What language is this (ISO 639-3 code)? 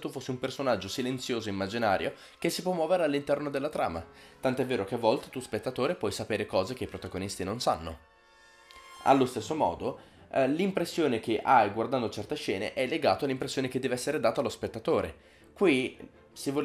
ita